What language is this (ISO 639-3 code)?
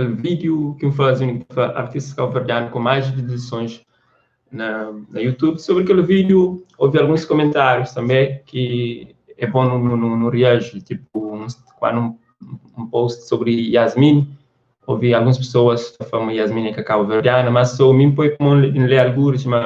kea